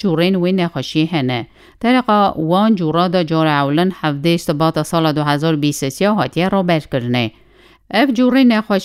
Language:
Kurdish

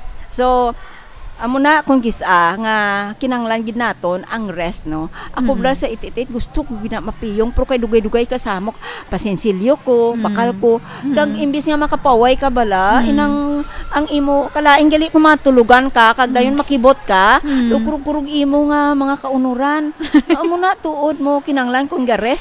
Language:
Hiligaynon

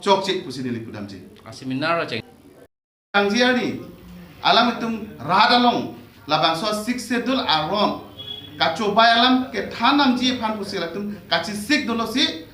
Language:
Karbi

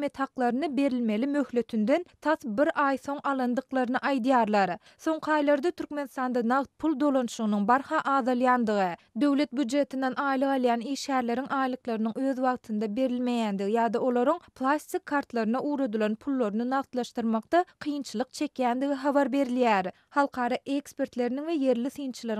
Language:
Turkmen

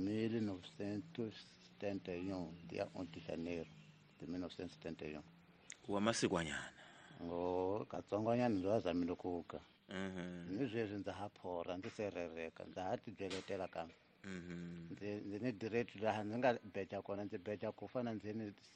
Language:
Tsonga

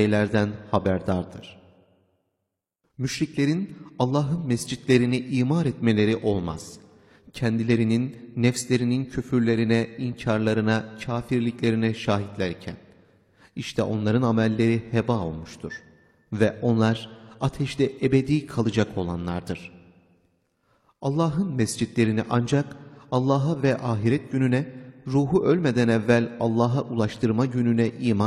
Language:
Turkish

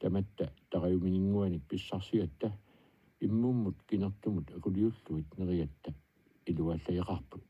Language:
Kalaallisut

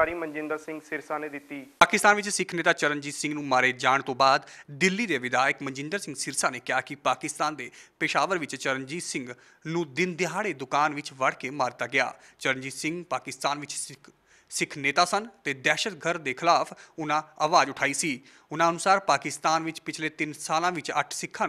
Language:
Punjabi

